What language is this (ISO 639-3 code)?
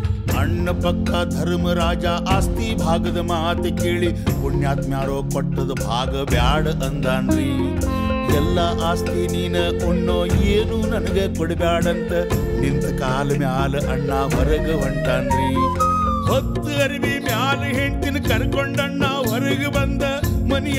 kan